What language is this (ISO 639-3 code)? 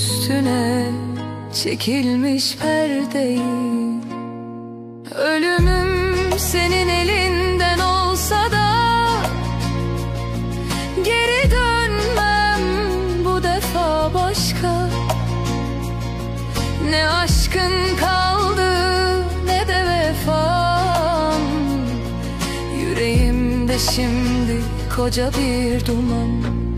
tur